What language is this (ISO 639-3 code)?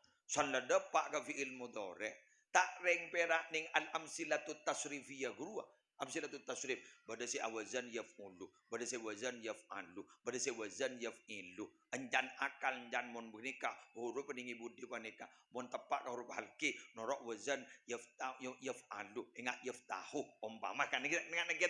mad